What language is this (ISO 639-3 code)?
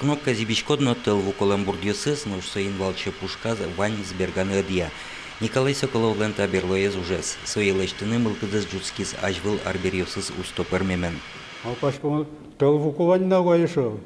udm